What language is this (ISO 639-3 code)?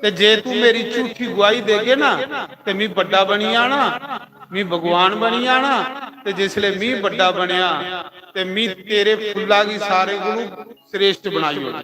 doi